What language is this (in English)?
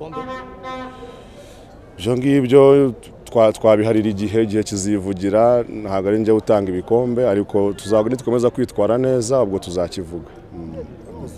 Kinyarwanda